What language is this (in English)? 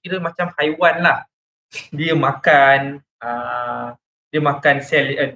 Malay